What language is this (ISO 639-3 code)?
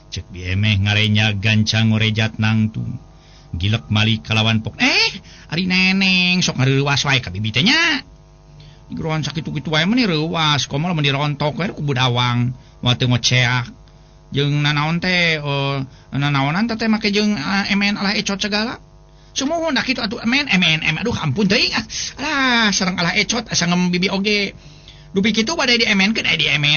sun